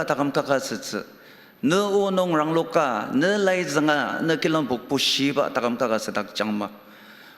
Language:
Ao Naga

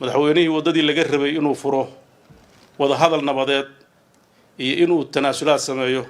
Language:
Somali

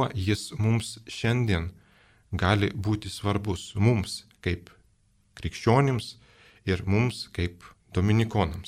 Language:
Lithuanian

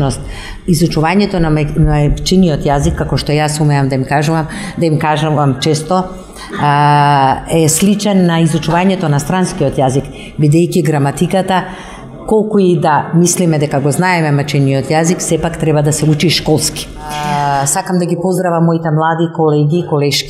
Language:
Macedonian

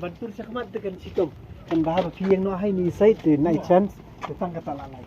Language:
Khasi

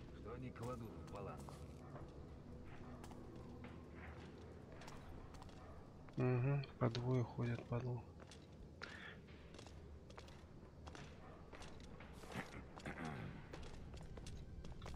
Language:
Russian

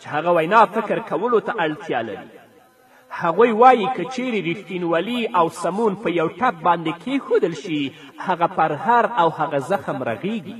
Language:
Pashto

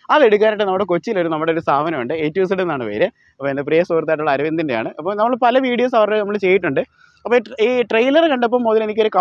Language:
Malayalam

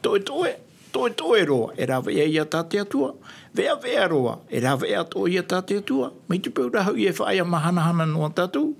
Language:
Tahitian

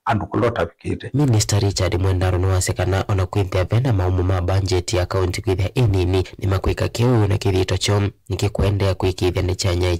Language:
Kamba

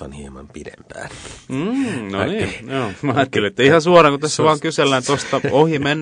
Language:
Finnish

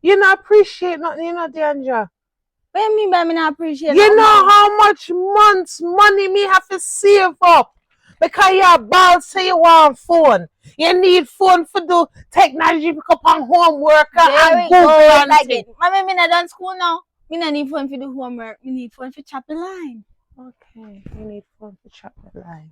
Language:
Jamaican Creole English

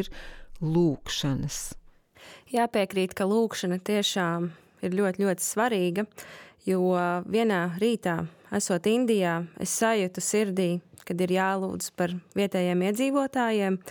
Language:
Latvian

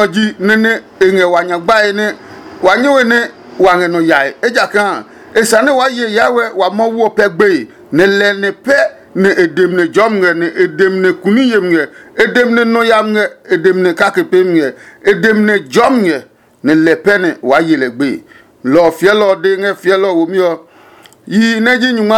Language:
Adangme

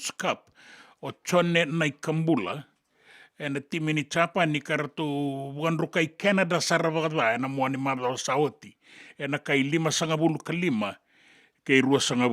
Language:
Fijian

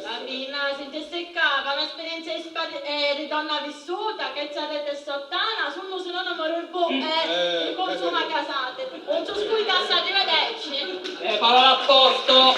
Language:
Sicilian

